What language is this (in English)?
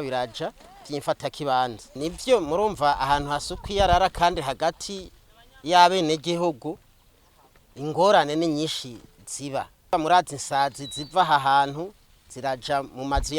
Rundi